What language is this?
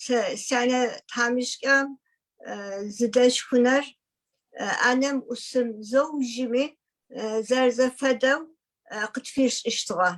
Adyghe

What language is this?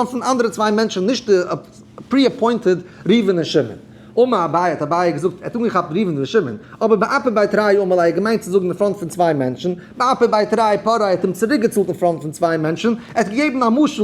Yiddish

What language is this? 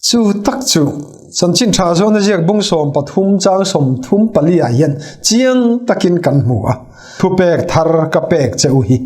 Mizo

